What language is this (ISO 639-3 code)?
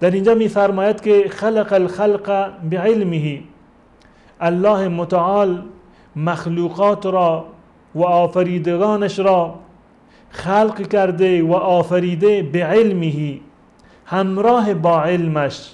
fas